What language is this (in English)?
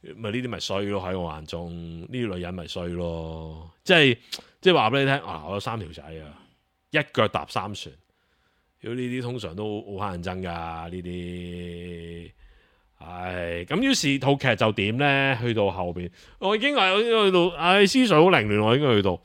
Cantonese